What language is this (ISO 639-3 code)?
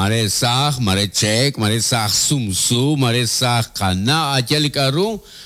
kek